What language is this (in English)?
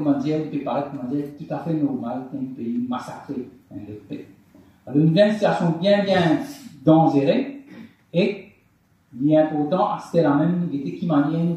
Morisyen